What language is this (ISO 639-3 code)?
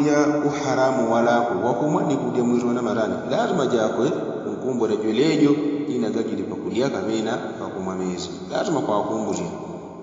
yao